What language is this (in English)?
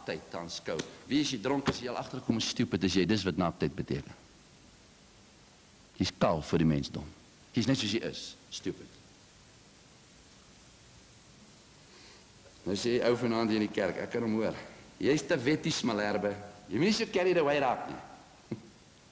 Afrikaans